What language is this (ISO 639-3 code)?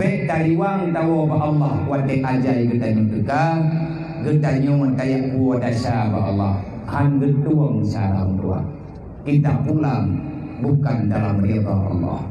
ace